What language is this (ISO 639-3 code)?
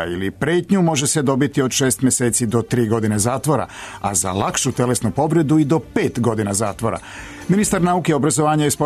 srp